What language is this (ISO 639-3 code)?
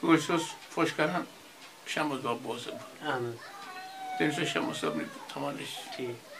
kas